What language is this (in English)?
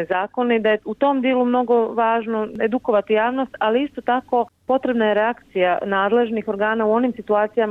Bosnian